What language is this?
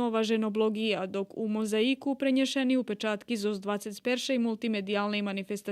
Rusyn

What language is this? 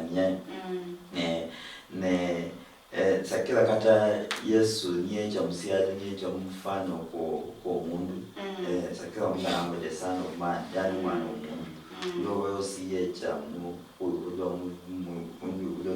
Luyia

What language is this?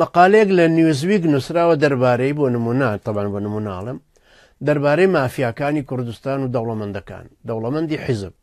Central Kurdish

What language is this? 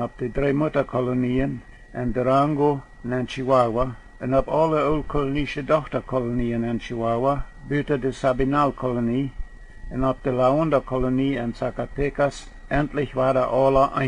Plautdietsch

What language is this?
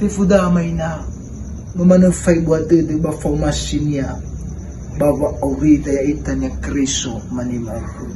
Nias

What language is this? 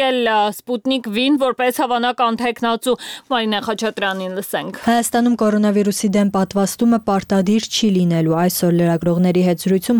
Armenian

